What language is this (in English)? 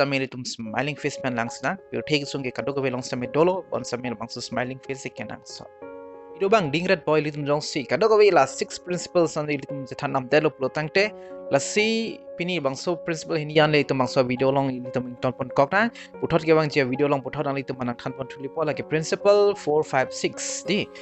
Karbi